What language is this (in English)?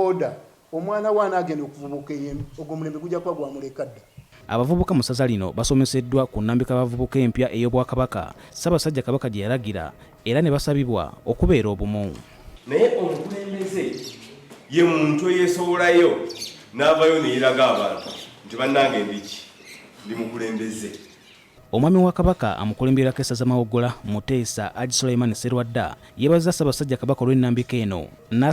Ganda